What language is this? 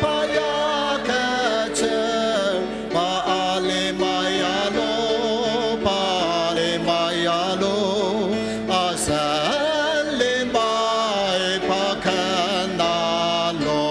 Ao Naga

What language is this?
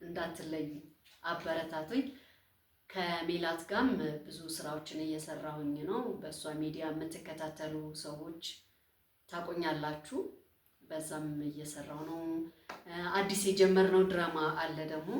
Amharic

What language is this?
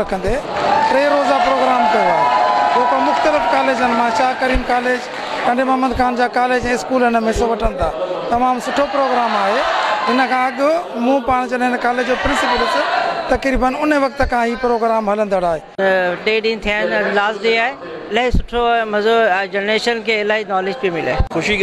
Sindhi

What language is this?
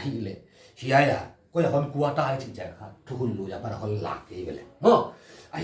Paite Chin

